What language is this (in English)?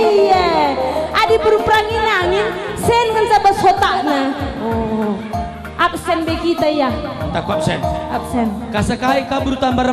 Batak Karo